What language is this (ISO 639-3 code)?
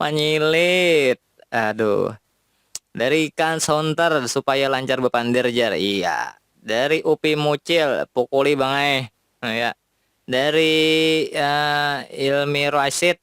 bjn